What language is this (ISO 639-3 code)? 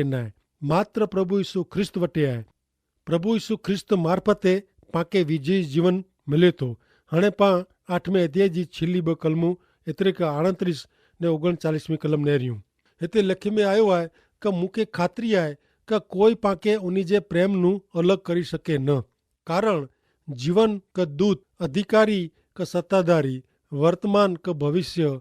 kfr